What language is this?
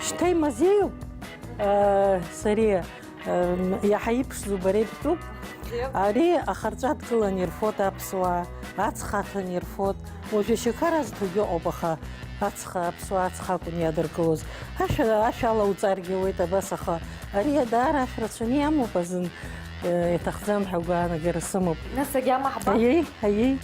Abkhazian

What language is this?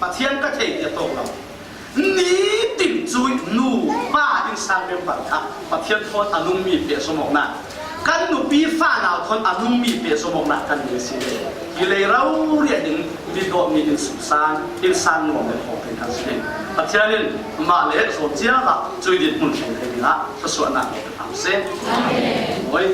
Falam Chin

